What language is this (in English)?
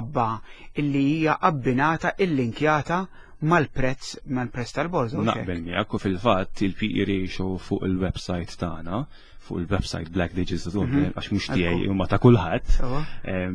Maltese